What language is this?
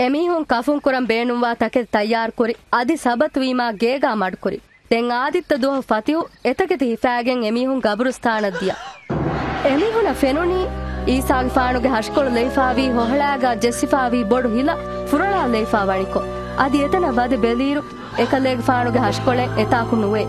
Divehi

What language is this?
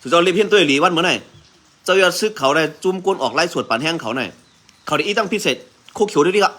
Shan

